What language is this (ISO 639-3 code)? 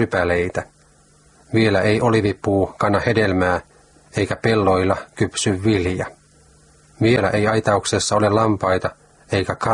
fin